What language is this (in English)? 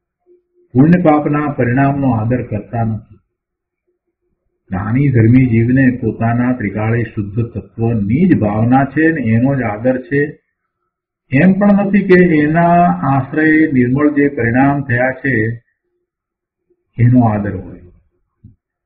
Gujarati